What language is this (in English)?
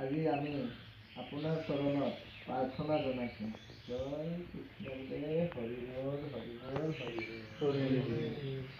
Assamese